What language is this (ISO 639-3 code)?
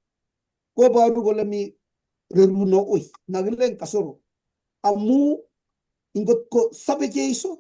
kln